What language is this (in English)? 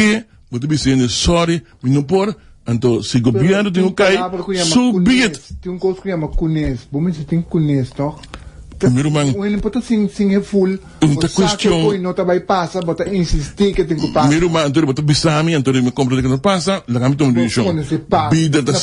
Papiamento